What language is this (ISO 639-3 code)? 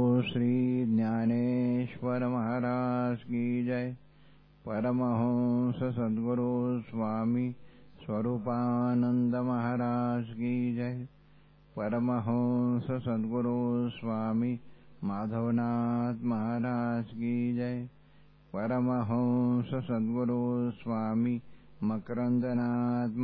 mar